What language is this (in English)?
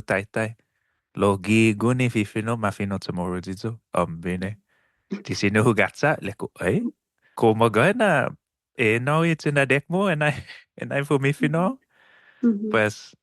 Chamorro